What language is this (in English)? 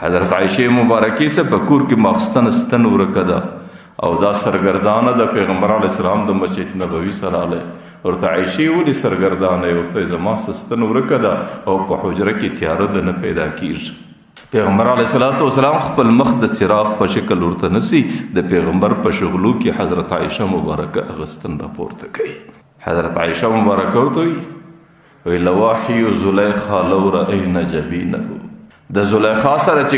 Pashto